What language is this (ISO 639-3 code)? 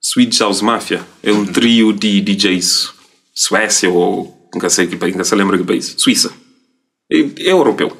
kea